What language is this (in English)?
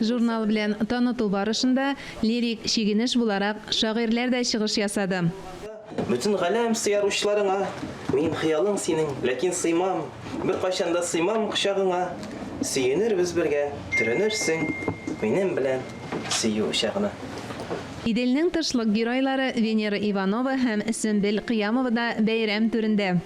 Tatar